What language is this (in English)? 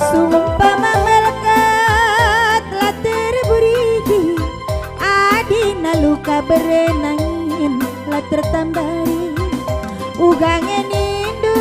Batak Karo